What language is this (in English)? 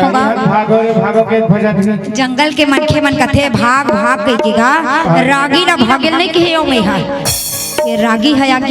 Chhattisgarhi